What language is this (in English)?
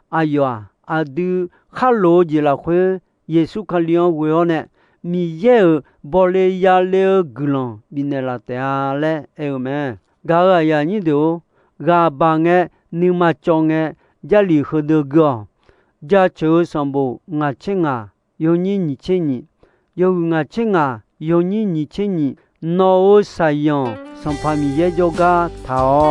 Akha